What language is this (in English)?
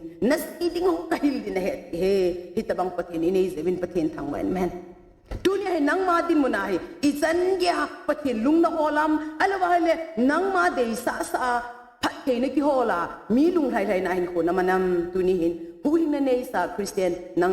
Thado Chin